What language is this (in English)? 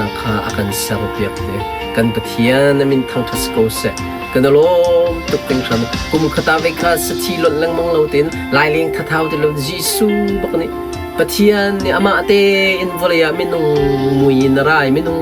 Hakha Chin